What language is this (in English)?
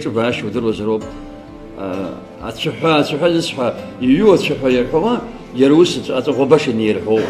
Abkhazian